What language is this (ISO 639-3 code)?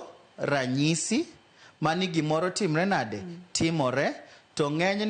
luo